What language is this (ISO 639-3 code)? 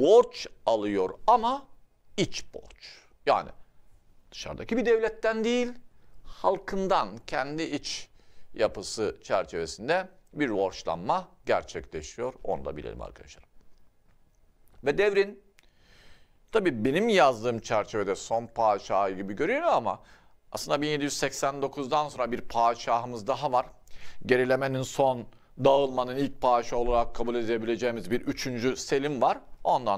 tur